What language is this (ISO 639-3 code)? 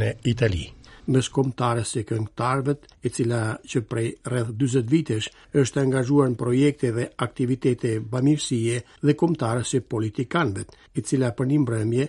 sqi